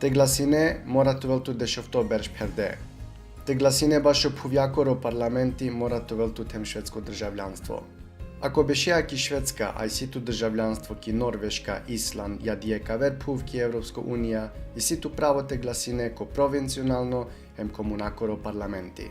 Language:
Balkan Romani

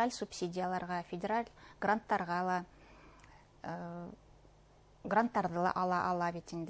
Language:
Bashkir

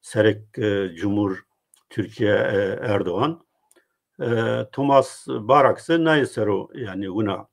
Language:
Zaza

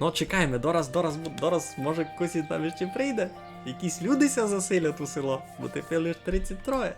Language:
Rusyn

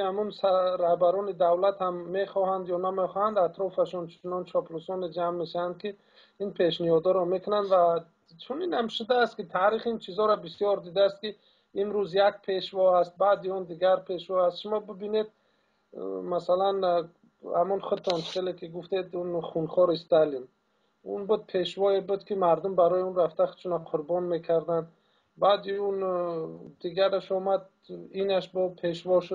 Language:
Tajik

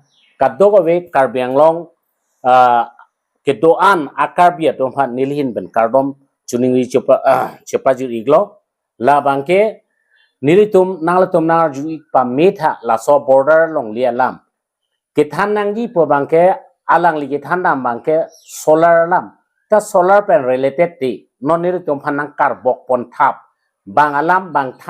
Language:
Karbi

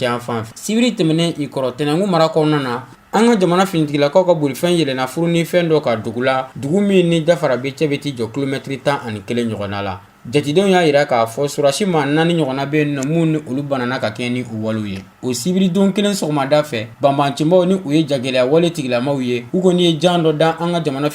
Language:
Bambara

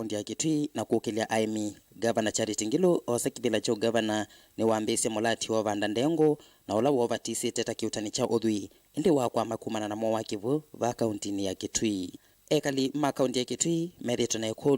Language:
Kamba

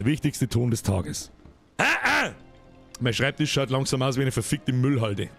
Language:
Bavarian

